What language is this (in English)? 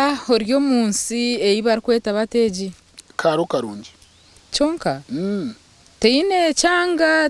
Nyankole